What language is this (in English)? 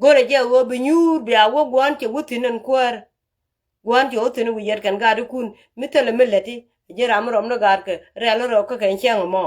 Nuer